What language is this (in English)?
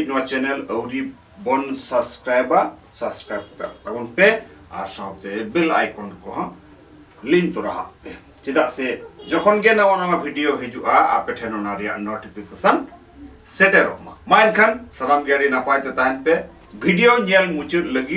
Santali